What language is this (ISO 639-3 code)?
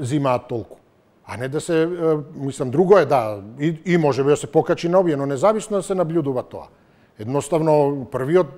mkd